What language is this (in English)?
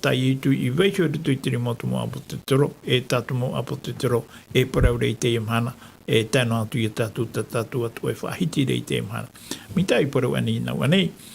Tahitian